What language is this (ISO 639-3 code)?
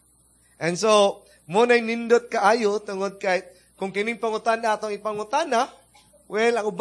ceb